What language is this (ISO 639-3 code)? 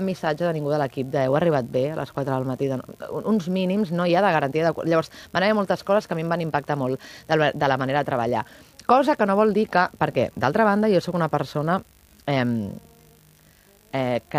cat